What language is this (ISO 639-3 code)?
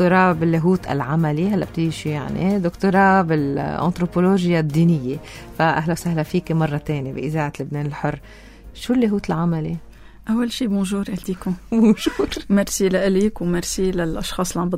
apc